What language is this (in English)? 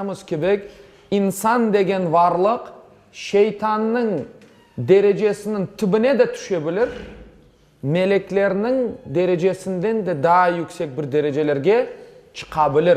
Crimean Tatar